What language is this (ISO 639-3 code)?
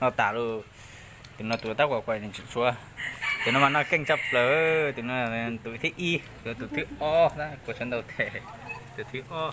hmn